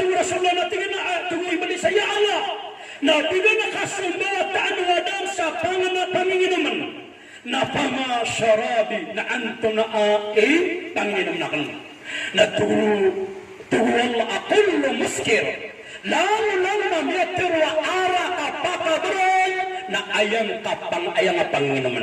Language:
Maranao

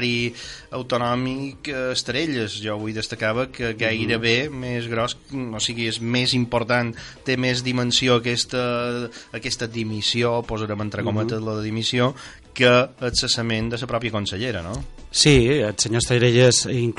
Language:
Catalan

